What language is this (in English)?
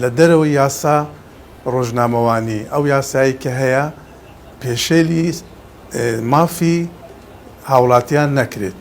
Central Kurdish